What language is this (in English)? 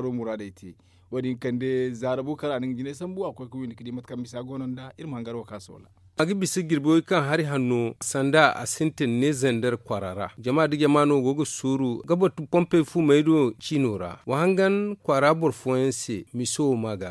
Zarma